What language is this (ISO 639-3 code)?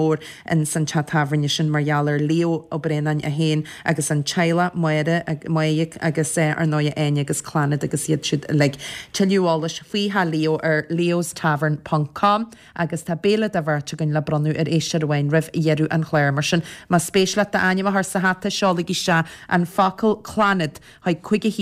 gle